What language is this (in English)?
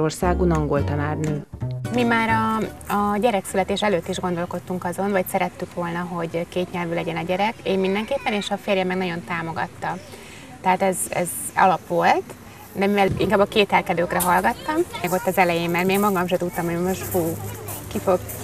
Hungarian